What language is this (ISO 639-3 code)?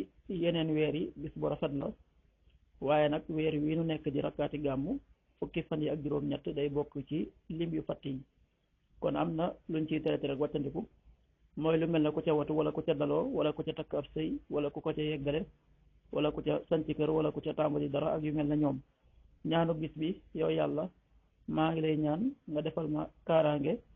wol